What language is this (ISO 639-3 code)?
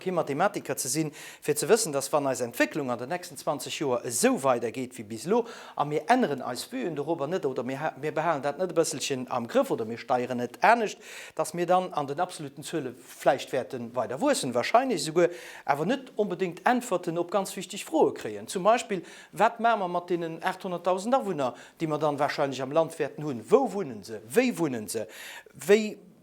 ltz